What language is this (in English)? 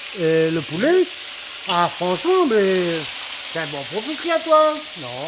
Réunion Creole French